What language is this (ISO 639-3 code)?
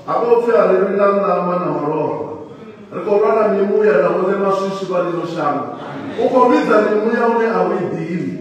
ven